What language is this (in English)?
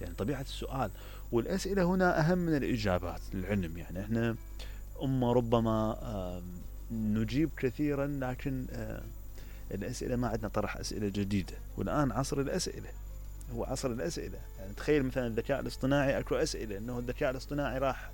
Mesopotamian Arabic